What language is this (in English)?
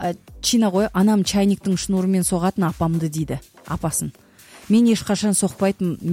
Kazakh